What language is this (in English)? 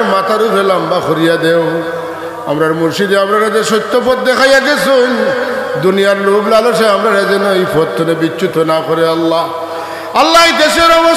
Sylheti